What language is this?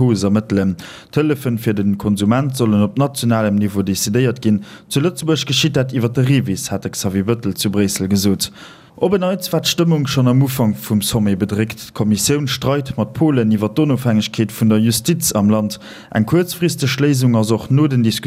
Luxembourgish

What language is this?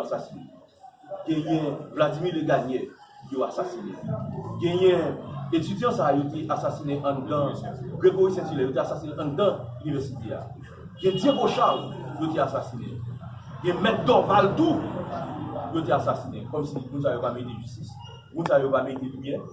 Haitian Creole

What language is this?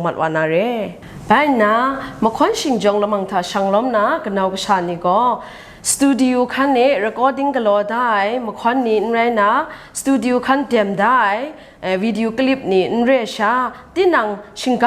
Kachin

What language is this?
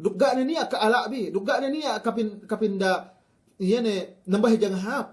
Yakan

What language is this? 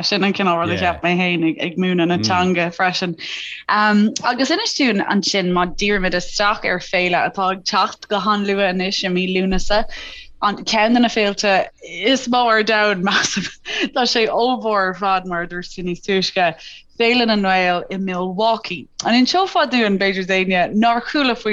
Irish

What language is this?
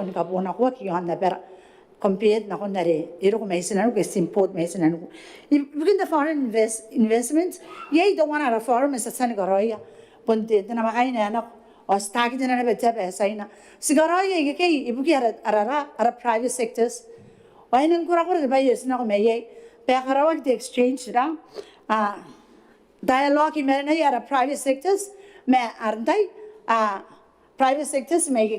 Gilbertese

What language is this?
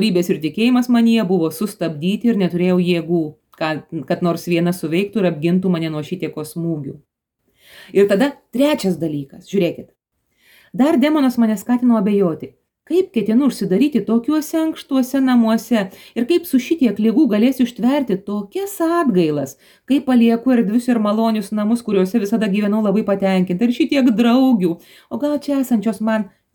Lithuanian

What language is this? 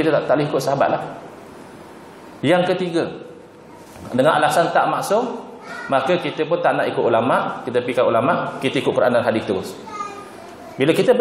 Malay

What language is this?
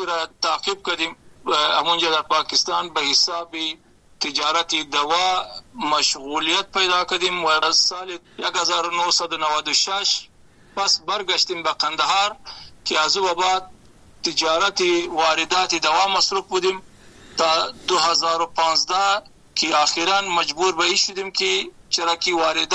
Persian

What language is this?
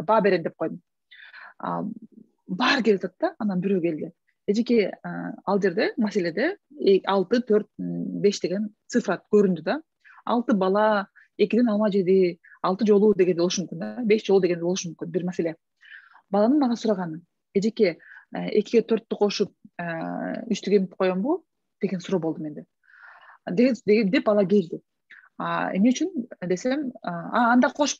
Kyrgyz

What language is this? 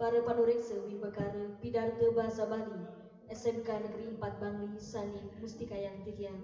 Balinese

